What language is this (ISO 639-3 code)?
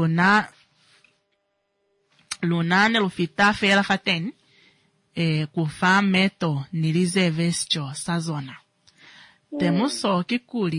swa